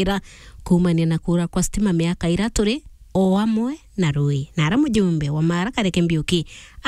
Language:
Meru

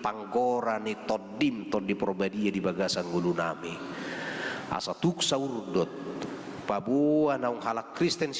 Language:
Batak Toba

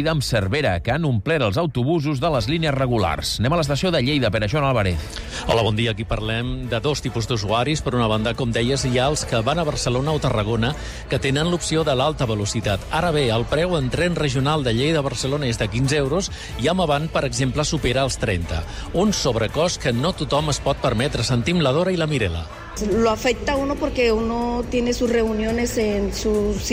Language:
Catalan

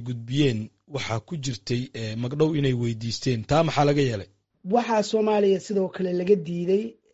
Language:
Somali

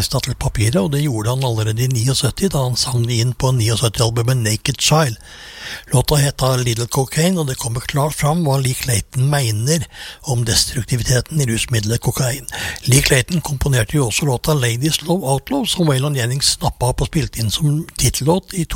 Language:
Norwegian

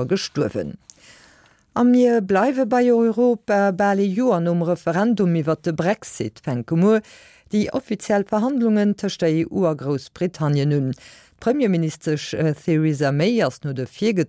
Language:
Luxembourgish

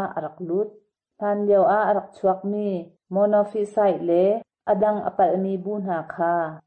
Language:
Hakha Chin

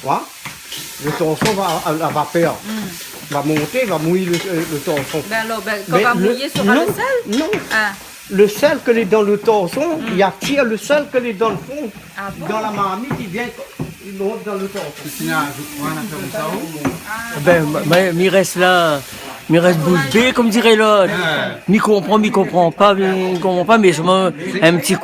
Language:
Réunion Creole French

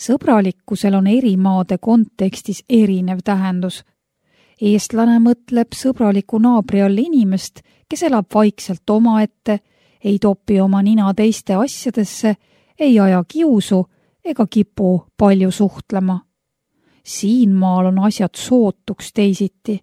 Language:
Estonian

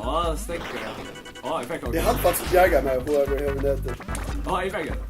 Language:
Faroese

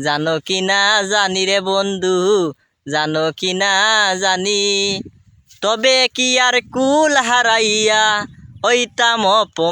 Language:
Sylheti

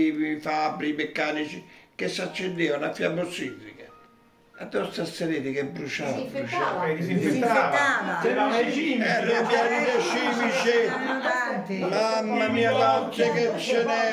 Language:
Italian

